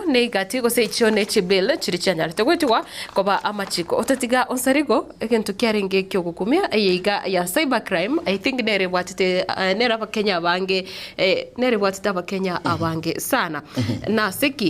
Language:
Gusii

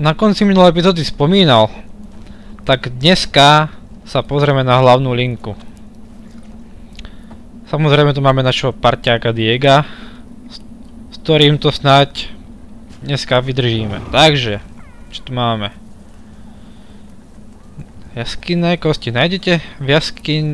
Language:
Slovak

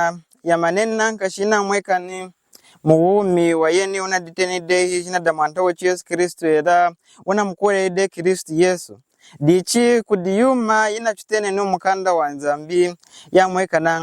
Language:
Lunda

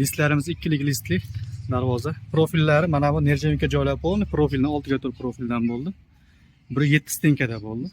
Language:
Uzbek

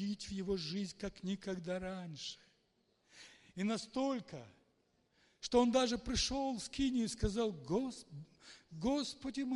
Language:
Russian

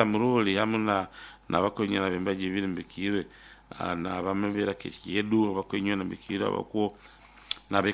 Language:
Nyoro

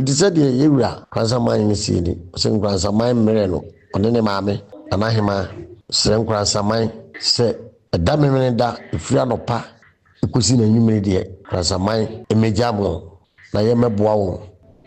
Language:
Akan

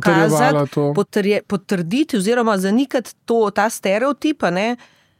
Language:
Slovenian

